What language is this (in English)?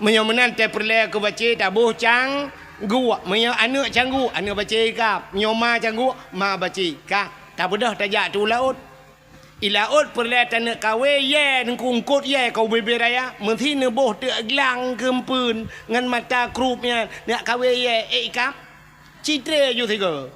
Achinese